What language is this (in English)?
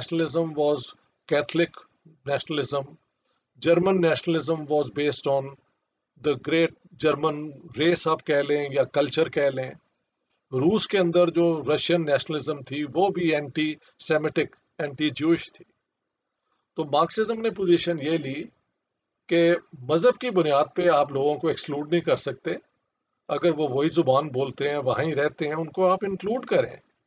Urdu